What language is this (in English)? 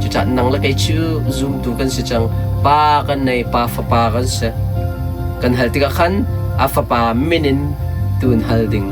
Hakha Chin